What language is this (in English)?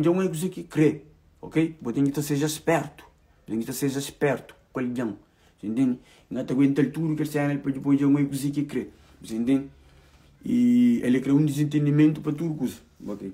Kabuverdianu